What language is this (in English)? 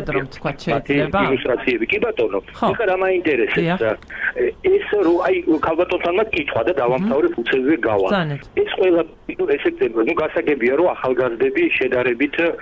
Georgian